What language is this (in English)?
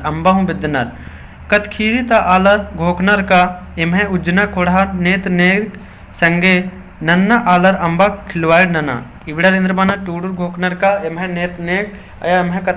Kurukh